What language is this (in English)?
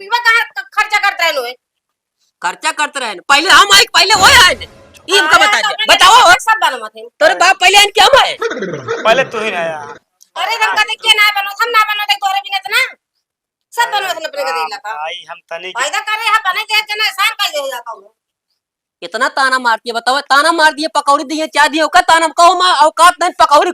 Awadhi